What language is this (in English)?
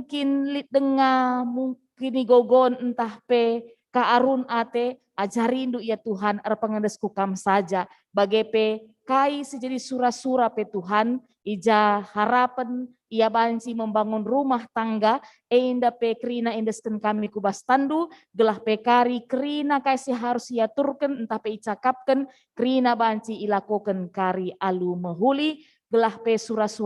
Batak Karo